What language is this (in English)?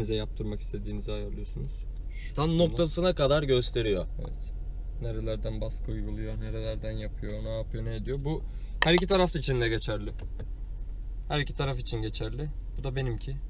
Turkish